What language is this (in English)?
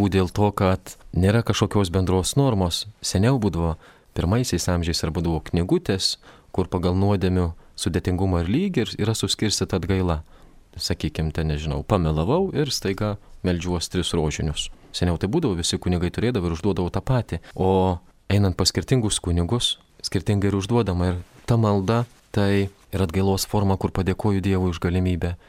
Lithuanian